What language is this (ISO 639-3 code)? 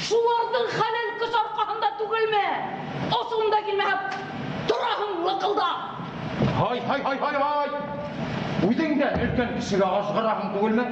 bak